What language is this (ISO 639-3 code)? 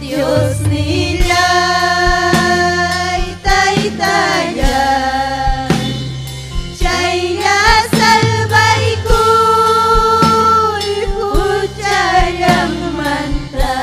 quy